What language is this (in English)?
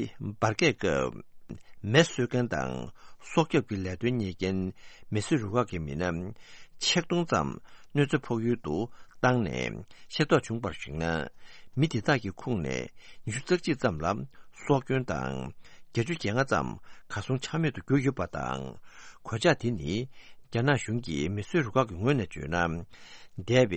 Tibetan